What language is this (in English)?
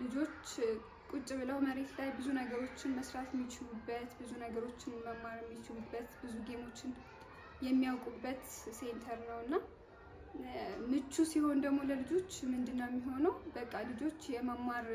Amharic